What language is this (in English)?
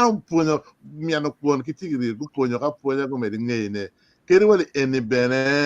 Acoli